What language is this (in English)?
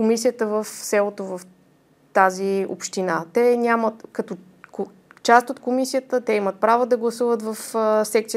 Bulgarian